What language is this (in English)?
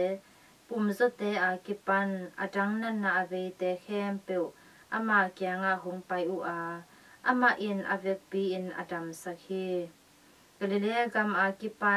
Tedim Chin